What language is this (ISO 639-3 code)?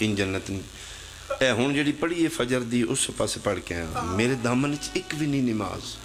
phr